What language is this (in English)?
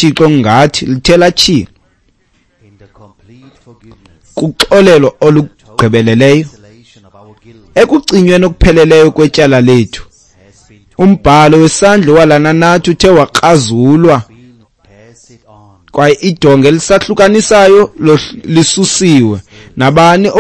Xhosa